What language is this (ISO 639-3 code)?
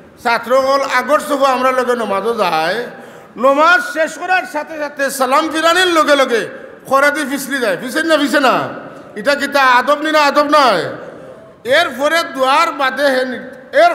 syl